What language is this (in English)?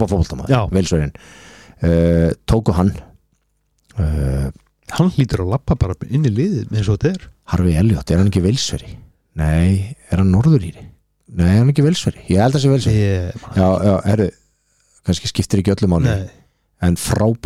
Icelandic